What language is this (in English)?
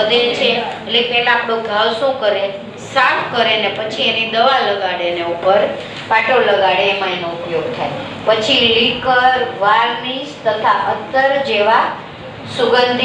Gujarati